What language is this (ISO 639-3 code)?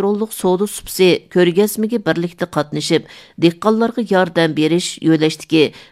uig